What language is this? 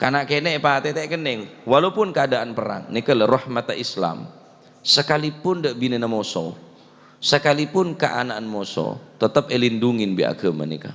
Madurese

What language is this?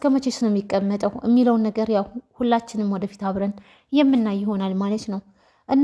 Amharic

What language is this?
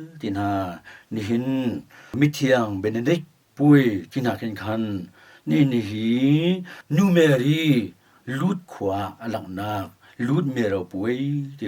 Hakha Chin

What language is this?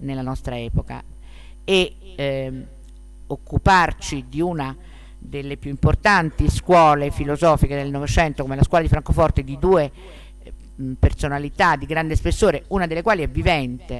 Italian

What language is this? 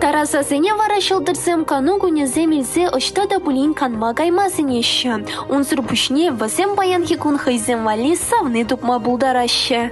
Chuvash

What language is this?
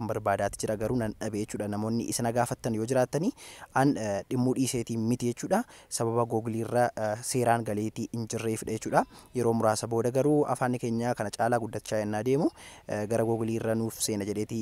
Oromo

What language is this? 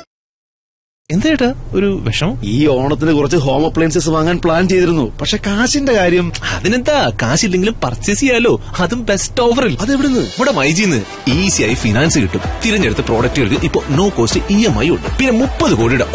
Malayalam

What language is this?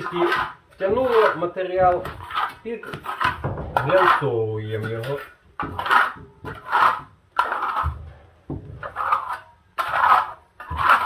Ukrainian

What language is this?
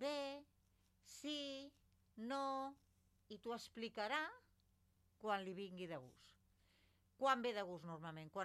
Catalan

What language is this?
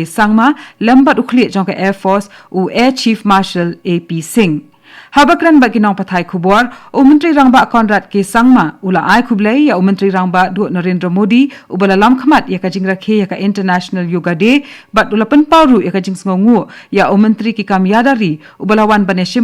Khasi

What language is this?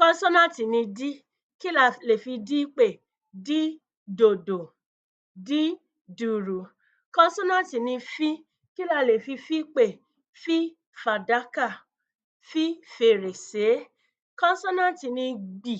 Yoruba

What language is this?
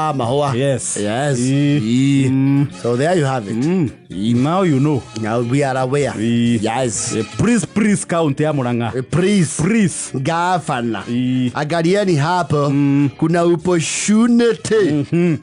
Kikuyu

